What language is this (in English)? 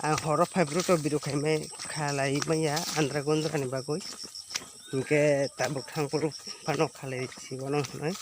Kok Borok